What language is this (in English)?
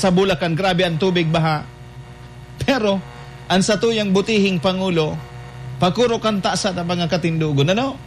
Bikol